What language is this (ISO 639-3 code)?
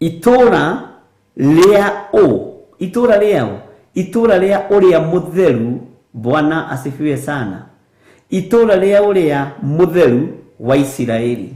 kik